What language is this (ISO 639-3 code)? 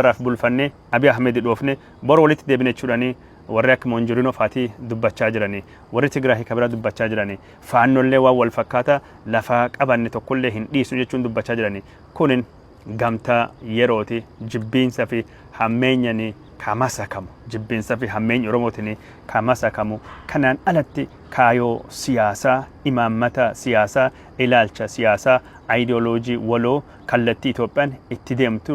orm